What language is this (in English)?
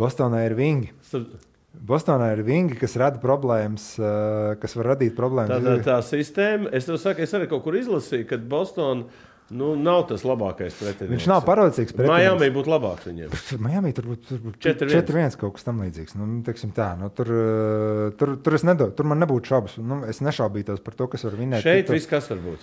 Latvian